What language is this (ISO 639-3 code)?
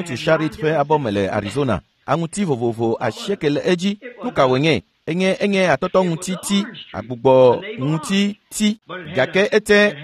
ewe